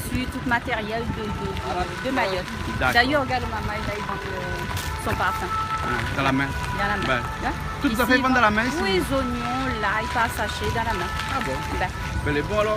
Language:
Réunion Creole French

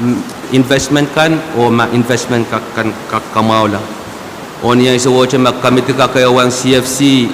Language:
Pohnpeian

